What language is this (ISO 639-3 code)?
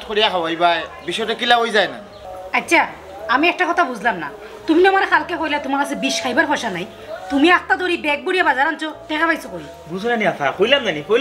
syl